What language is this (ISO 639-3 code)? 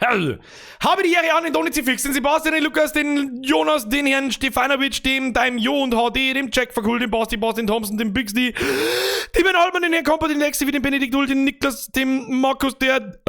bar